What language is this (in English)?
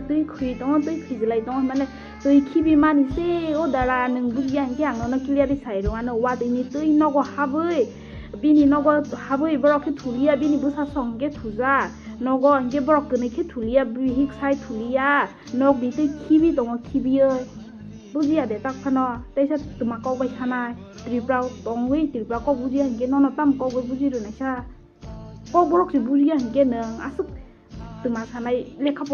Kok Borok